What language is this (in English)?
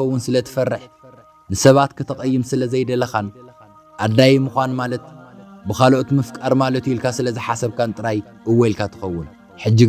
Tigrinya